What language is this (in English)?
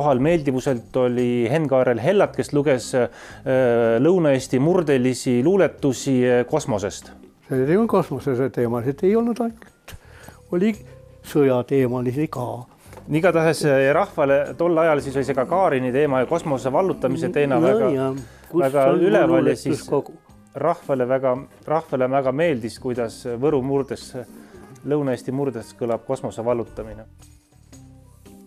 Estonian